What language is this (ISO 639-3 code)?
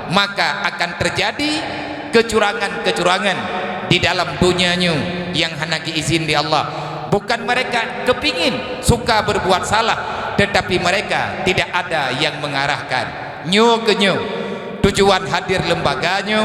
ace